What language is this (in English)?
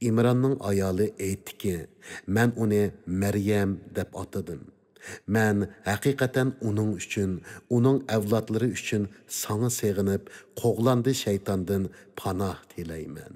Uyghur